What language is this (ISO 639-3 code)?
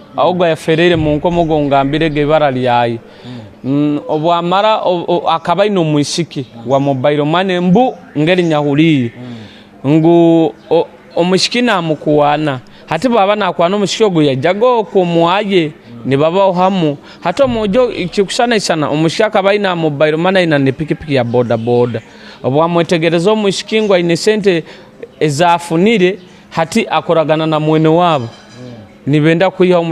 nyo